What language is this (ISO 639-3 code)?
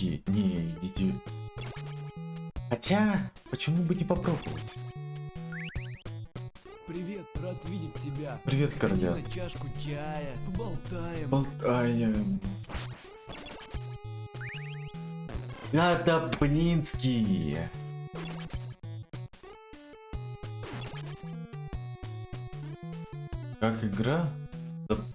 rus